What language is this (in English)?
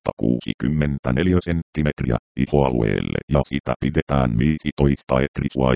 Finnish